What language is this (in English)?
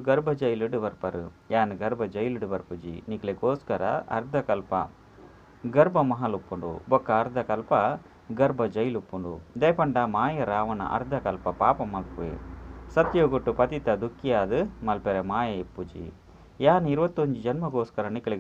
Tulu